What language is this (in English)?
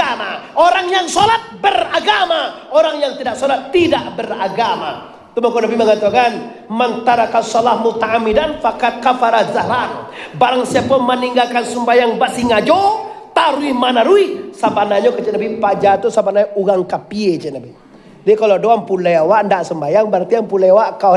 Minangkabau